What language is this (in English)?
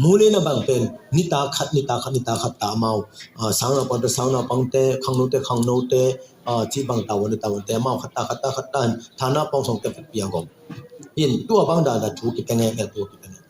Tedim Chin